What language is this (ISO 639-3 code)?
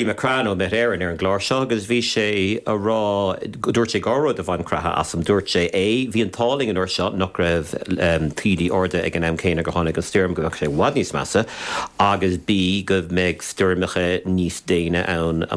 gle